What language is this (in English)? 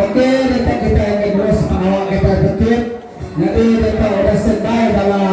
Iban